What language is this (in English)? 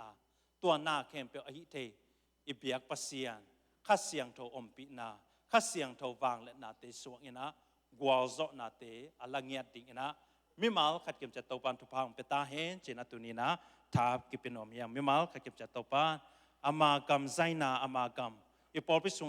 Tedim Chin